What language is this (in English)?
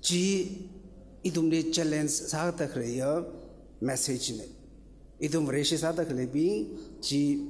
Tangkhul Naga (India)